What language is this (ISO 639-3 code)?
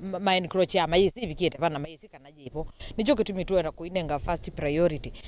kam